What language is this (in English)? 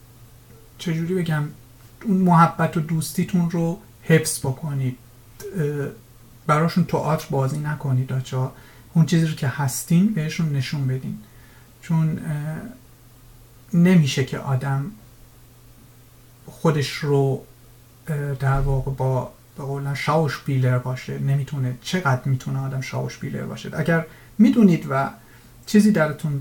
Persian